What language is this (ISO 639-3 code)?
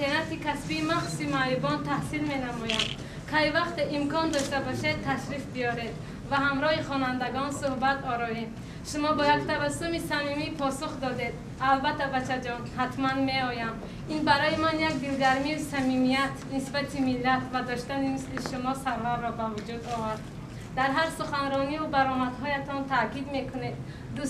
tgk